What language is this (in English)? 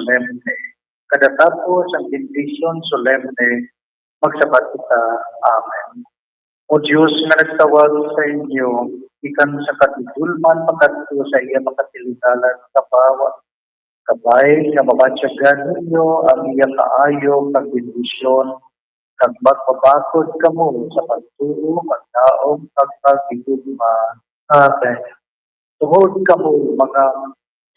Hiligaynon